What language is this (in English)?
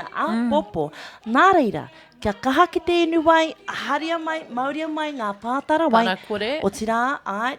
Māori